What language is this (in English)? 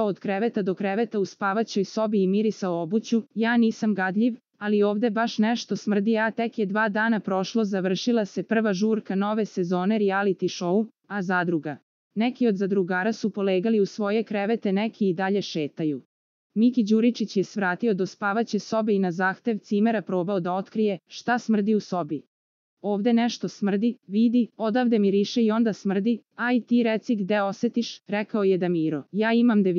Serbian